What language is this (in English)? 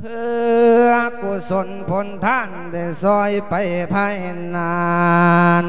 Lao